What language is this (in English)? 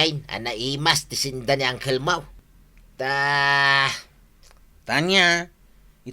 Iloko